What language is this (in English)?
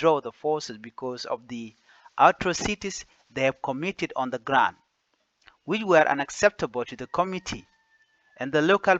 Nuer